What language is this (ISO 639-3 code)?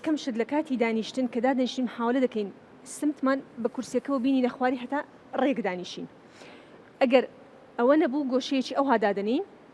ckb